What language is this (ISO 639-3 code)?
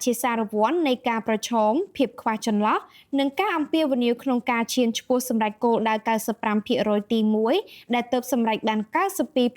khm